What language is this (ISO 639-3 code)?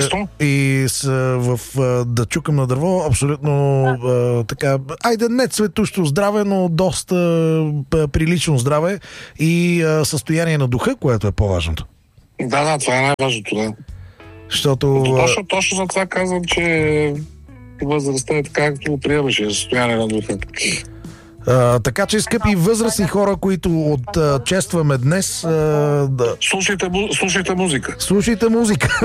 bul